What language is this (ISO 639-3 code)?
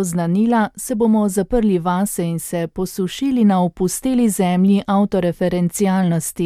slv